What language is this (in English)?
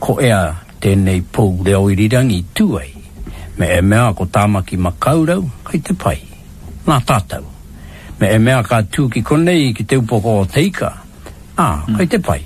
Māori